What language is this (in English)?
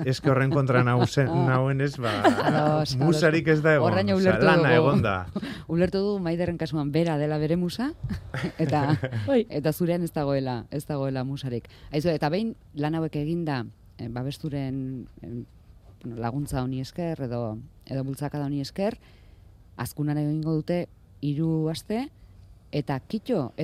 Basque